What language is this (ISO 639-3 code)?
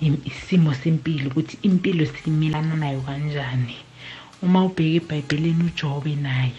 nbl